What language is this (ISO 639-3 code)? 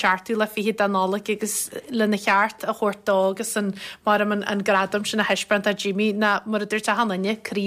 gle